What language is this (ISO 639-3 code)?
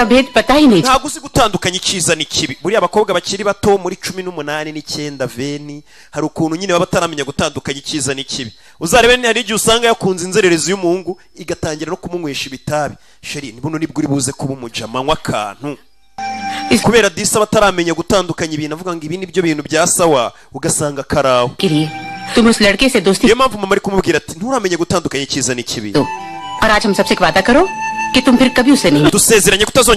kin